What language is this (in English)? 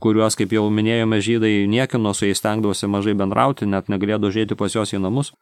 Lithuanian